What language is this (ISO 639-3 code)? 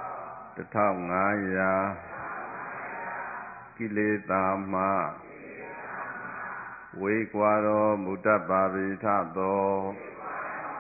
mya